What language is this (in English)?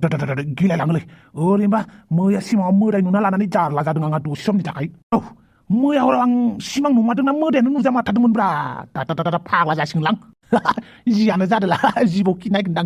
Bodo